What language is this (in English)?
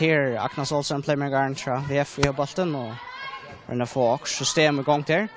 Faroese